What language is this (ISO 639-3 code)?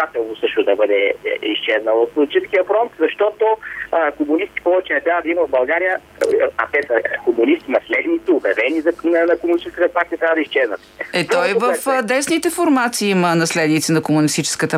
bul